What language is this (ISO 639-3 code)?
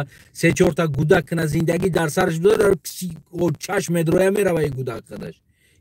tgk